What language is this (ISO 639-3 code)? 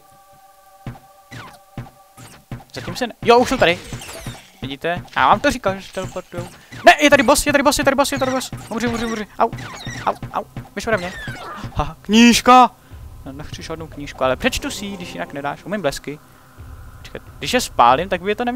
ces